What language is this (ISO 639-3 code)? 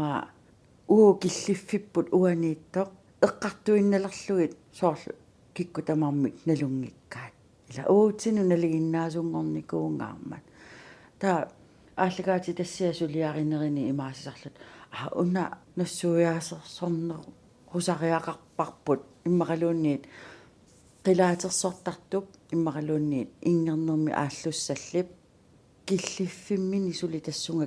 kal